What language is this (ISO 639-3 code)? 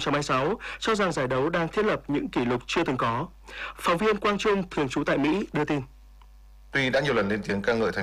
vie